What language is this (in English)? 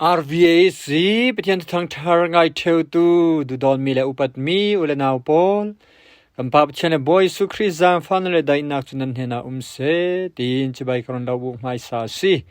Falam Chin